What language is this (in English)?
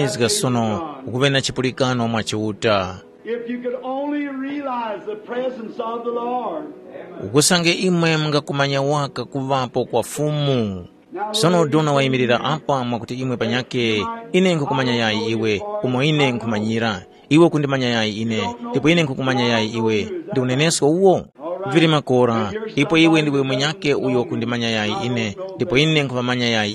Tumbuka